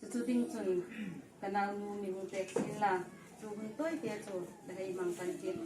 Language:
Hmar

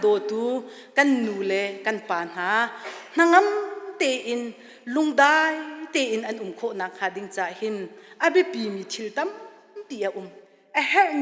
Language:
Hakha Chin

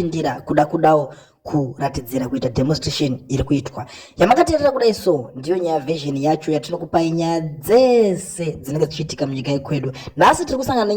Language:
Shona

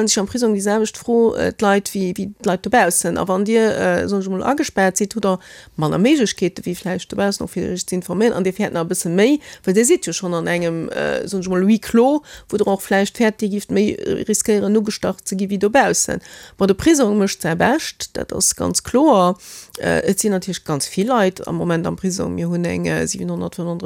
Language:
Luxembourgish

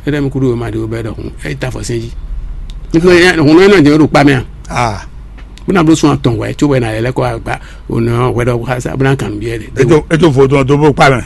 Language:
Fon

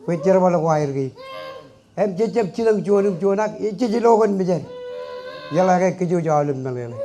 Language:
Marshallese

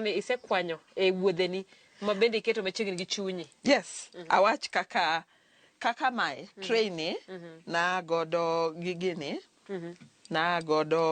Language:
Luo (Kenya and Tanzania)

